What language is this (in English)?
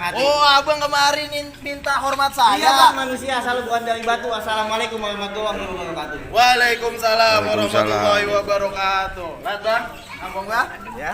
Betawi